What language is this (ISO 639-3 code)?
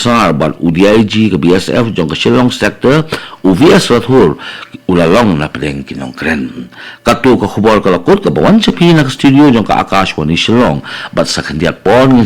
kha